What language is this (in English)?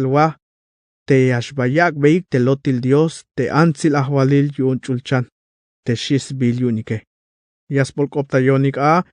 Tzeltal